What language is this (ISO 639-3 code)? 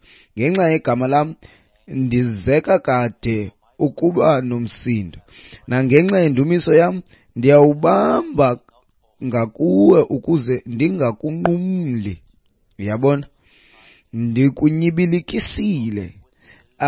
xho